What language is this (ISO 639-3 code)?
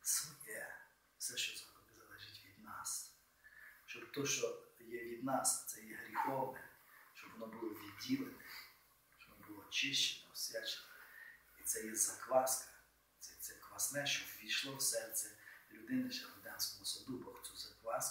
ukr